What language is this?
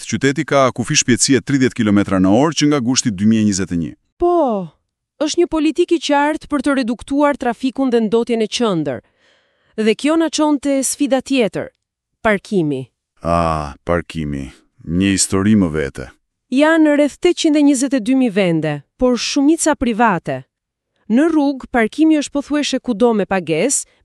Albanian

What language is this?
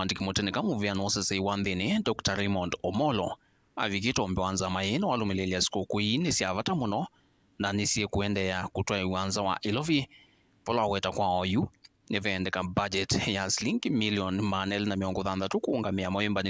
Kamba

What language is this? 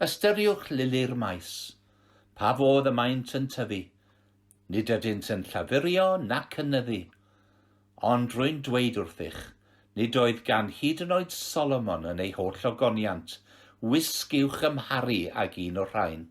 Welsh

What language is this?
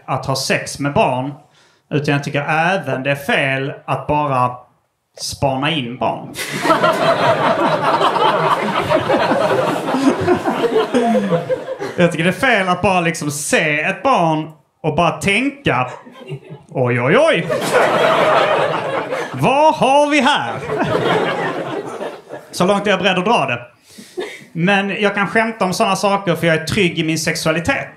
Swedish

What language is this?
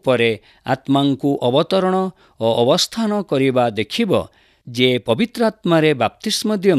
Odia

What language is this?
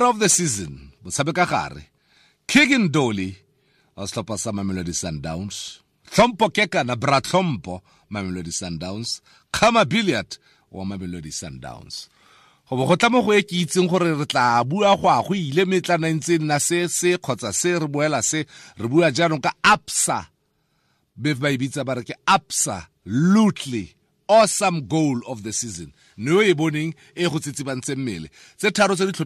Tswana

